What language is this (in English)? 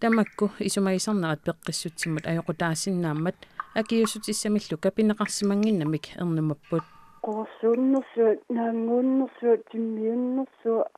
Kalaallisut